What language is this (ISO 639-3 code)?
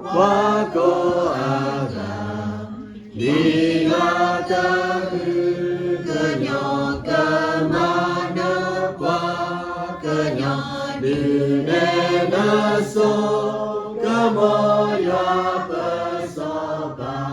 ksw